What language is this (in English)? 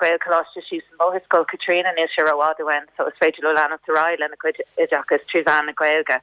Irish